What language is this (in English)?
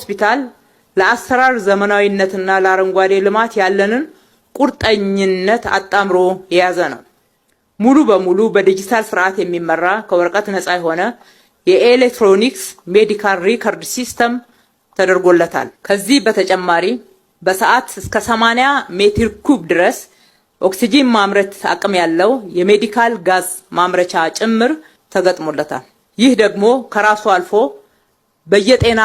Amharic